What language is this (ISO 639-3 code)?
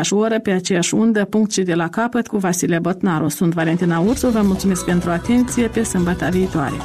ron